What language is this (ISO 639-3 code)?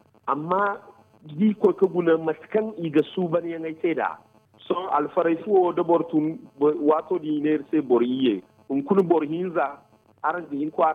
dje